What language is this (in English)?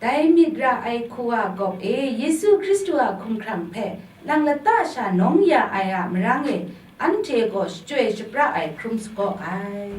Kachin